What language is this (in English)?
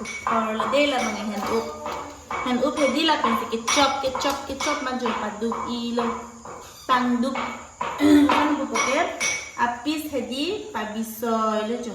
Karbi